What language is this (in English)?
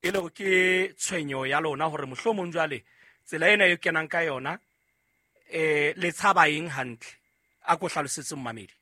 Southern Sotho